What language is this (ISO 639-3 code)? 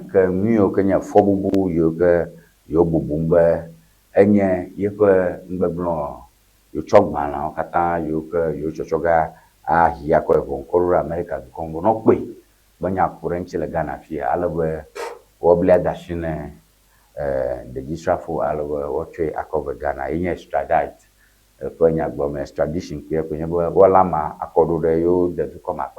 ewe